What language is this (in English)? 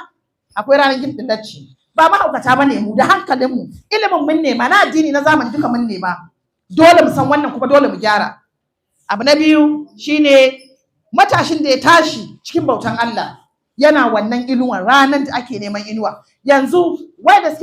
Hausa